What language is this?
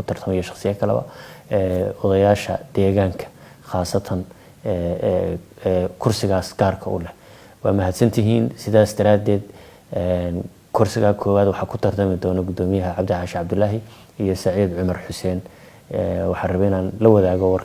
Somali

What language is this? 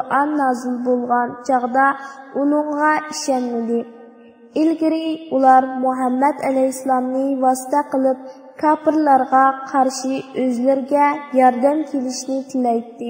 Uyghur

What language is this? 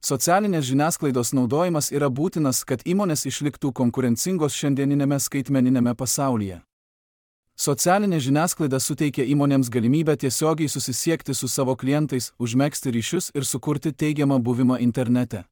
Lithuanian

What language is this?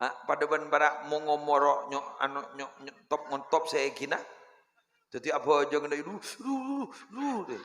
Madurese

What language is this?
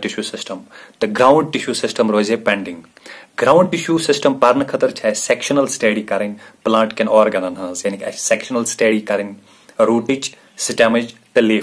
Kashmiri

